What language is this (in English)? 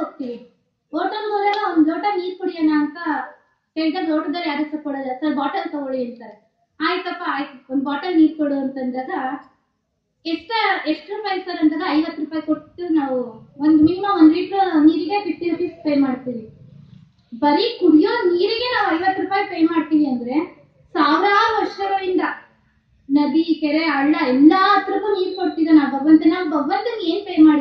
Kannada